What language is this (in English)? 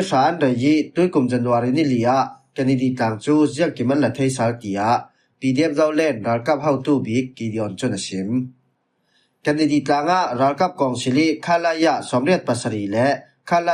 Falam Chin